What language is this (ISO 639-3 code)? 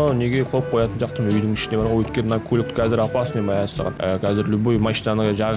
kaz